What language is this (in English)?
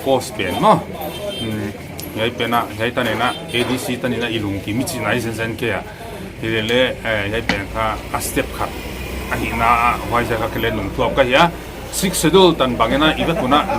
Paite Chin